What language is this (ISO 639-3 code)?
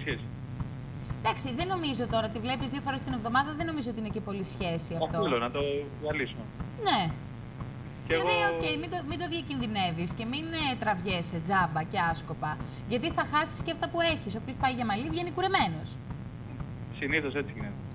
ell